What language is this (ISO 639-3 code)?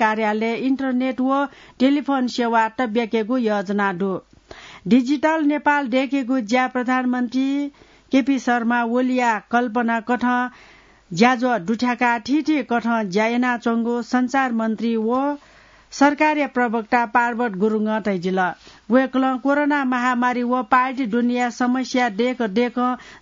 new